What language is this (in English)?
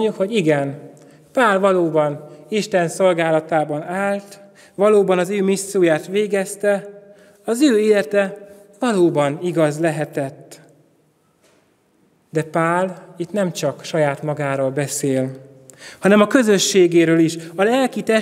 Hungarian